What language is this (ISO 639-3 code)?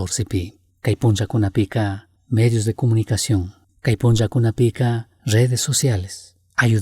qug